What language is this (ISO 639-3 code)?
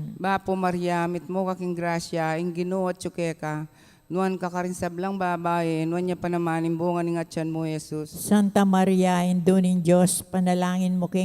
pam